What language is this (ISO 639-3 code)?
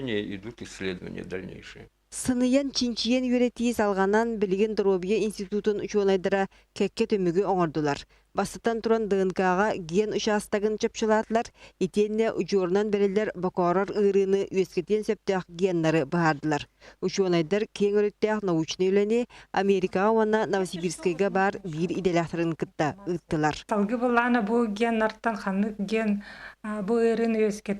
sah